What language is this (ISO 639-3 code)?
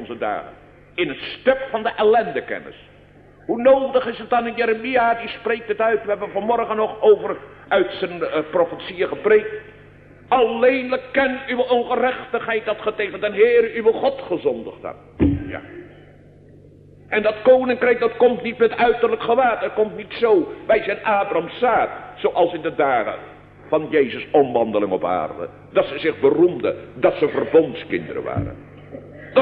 nld